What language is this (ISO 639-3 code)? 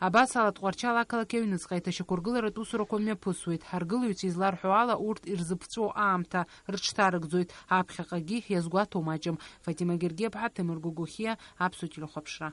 abk